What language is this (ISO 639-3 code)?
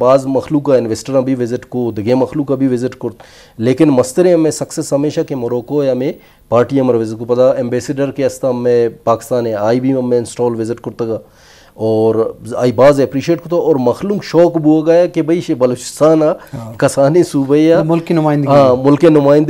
bal